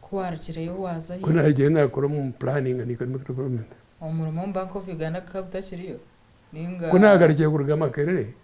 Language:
Nyankole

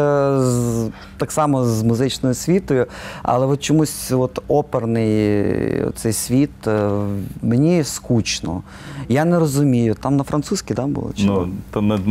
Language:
Ukrainian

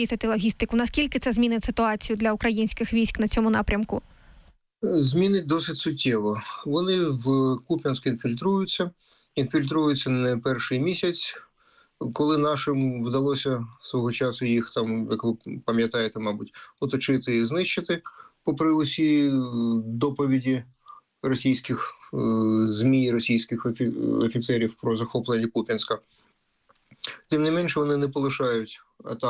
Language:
Ukrainian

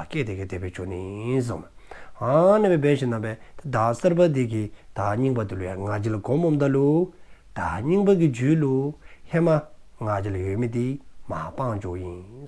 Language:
Dzongkha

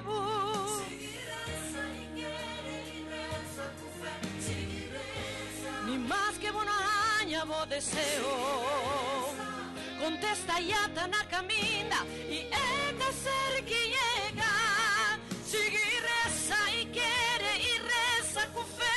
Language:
Papiamento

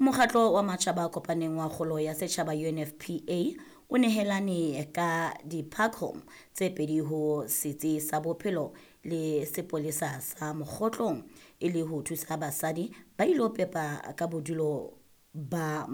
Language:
Southern Sotho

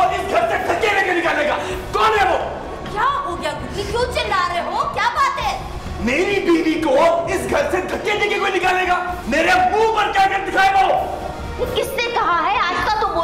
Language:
Hindi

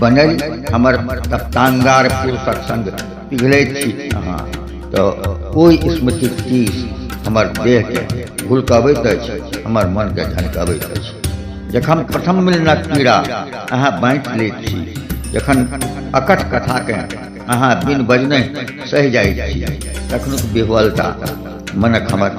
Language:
Maithili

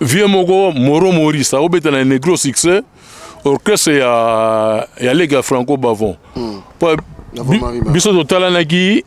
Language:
Lingala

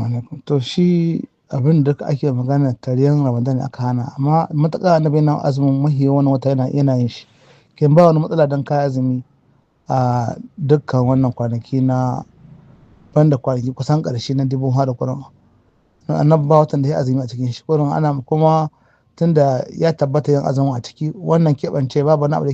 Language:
Hausa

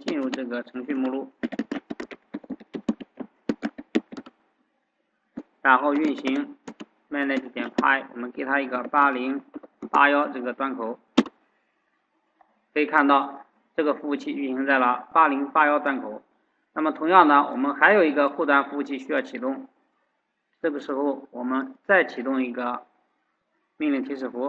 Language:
Chinese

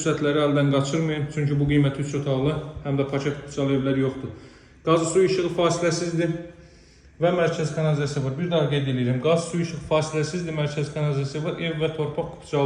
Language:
Azerbaijani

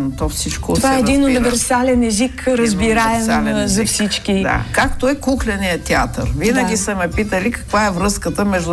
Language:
Bulgarian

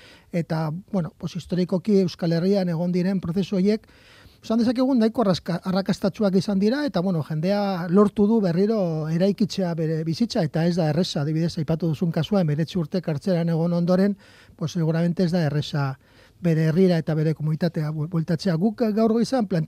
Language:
Basque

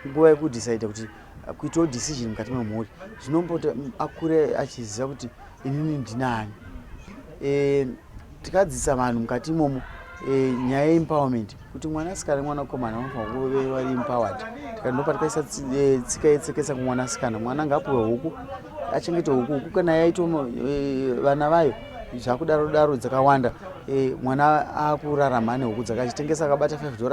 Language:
Shona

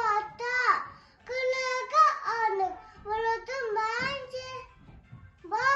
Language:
Yakut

